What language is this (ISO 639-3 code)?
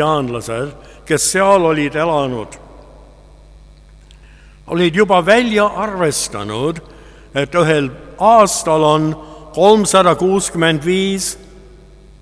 est